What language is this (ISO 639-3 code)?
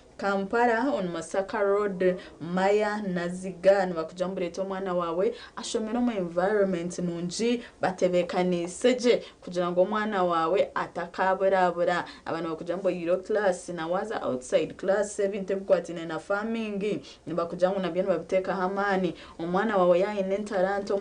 nyn